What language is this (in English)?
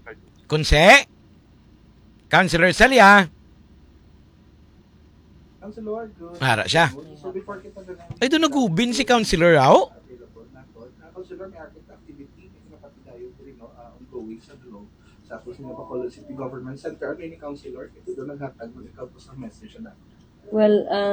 Hiligaynon